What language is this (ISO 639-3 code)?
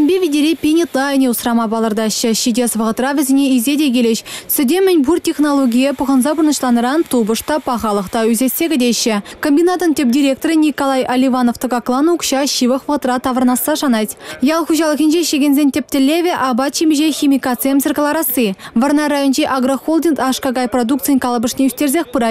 chv